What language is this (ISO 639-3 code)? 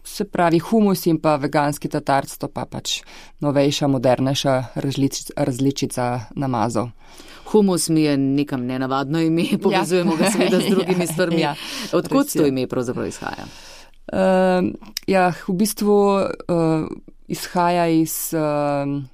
slv